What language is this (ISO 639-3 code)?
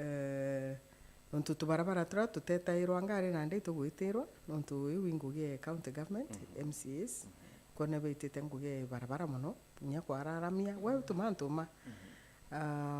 mer